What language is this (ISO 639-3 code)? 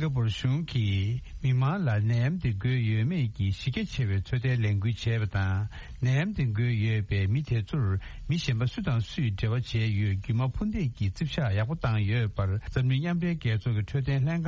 bod